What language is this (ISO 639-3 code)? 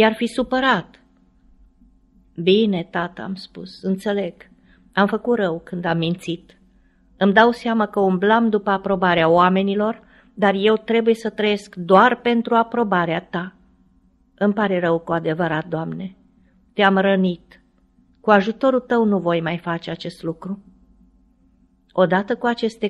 ron